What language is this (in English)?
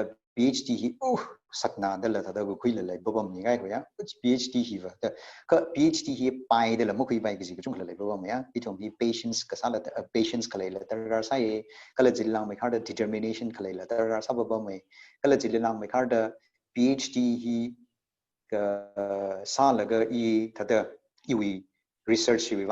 Tangkhul Naga (India)